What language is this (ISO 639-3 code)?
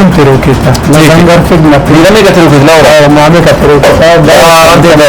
brh